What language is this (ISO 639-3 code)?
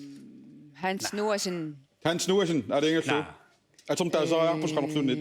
kal